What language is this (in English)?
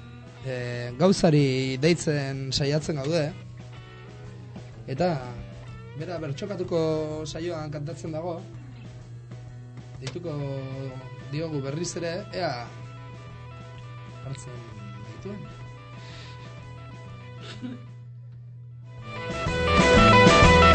Basque